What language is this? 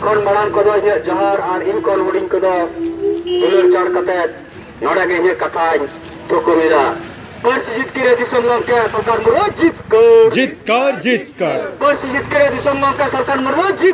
Santali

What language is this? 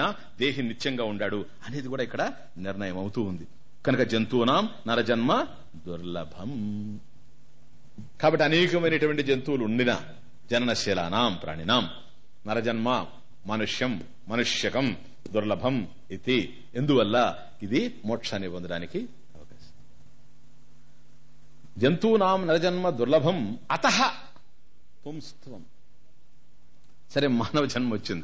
Telugu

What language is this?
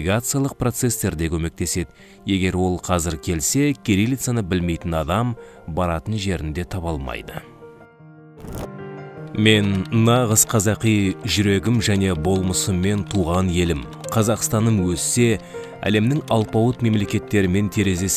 Kazakh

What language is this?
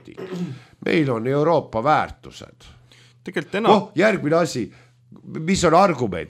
Estonian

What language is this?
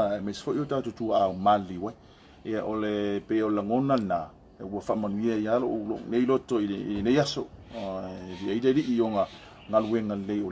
Samoan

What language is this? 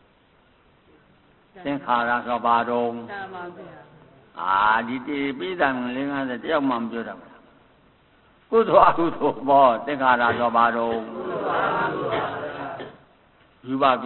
Burmese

